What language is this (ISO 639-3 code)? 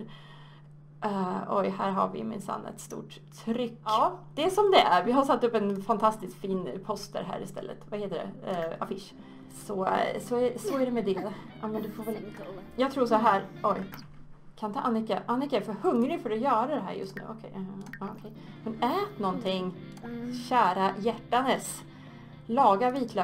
swe